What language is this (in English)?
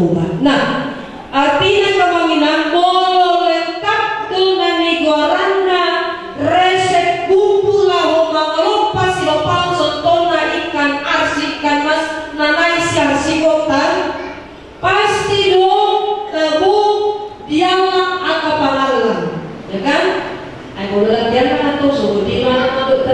Batak Toba